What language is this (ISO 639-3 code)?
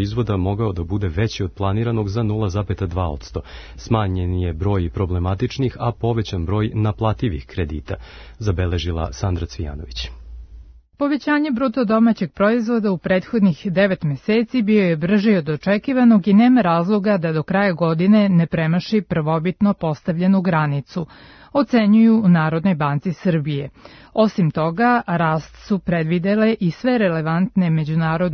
srp